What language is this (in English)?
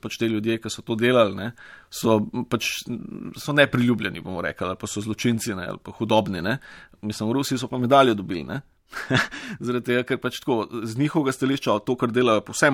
Slovenian